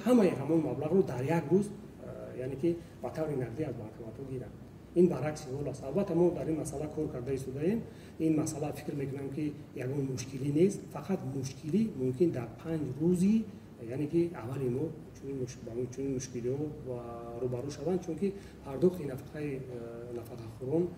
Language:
Tajik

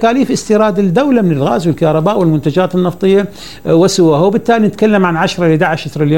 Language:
Mesopotamian Arabic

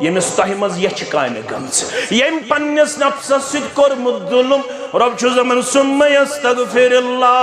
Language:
Kashmiri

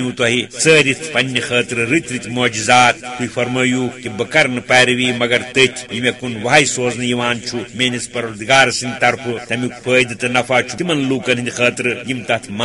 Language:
Kashmiri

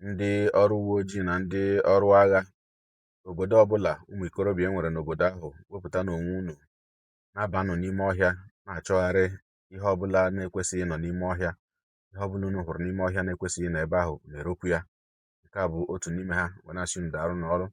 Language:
Igbo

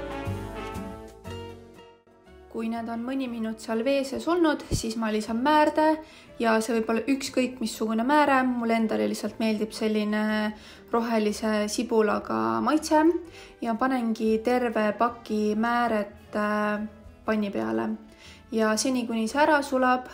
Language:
Estonian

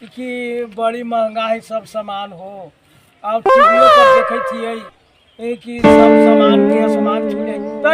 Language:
Magahi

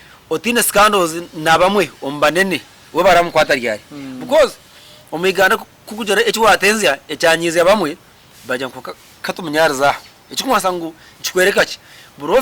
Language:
Nyankole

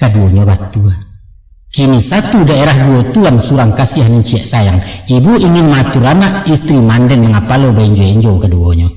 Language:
Minangkabau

